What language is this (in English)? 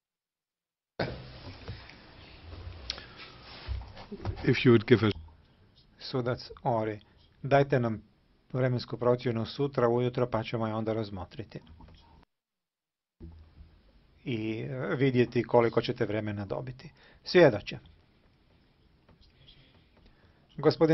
Croatian